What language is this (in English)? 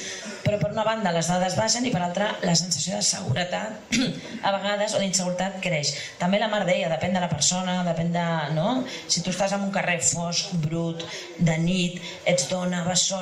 Catalan